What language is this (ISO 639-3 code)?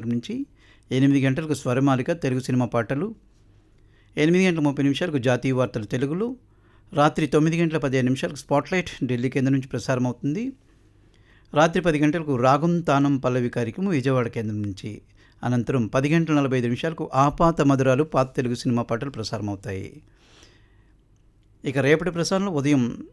tel